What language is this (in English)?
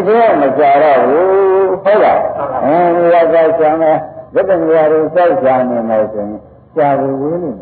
Burmese